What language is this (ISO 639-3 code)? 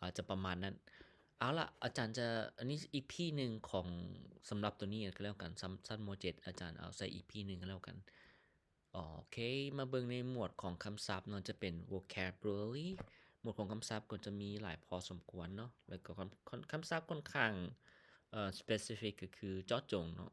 lao